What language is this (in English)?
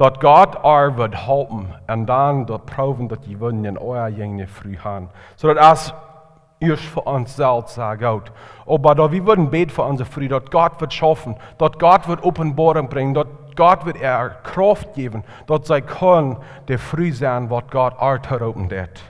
Plautdietsch